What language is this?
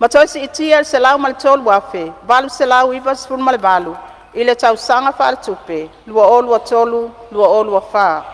Samoan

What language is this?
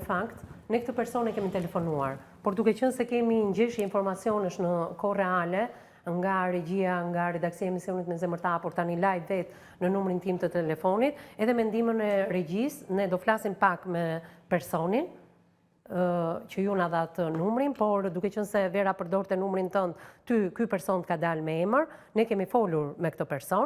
Albanian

